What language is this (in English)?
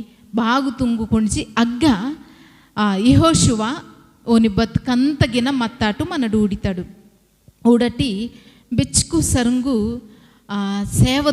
Koya